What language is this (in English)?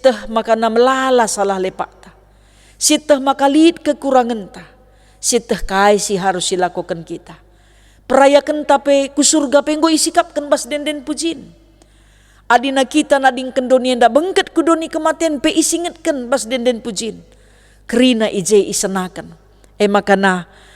Batak Karo